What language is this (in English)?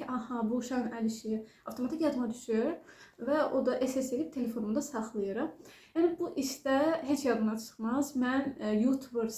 Azerbaijani